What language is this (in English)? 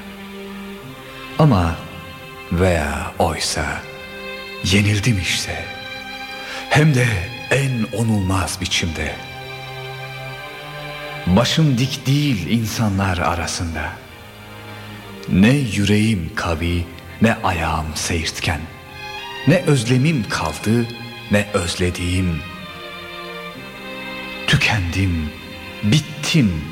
Turkish